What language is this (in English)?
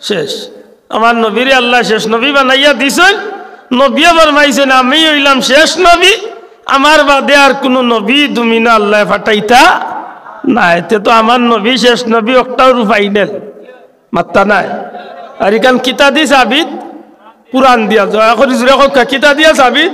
Sylheti